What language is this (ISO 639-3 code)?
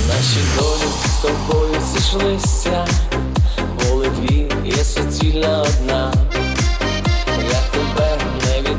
ukr